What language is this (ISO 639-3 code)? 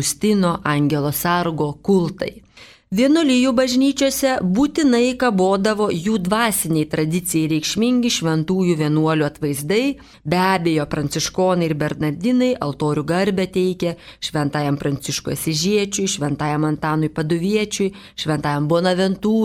lit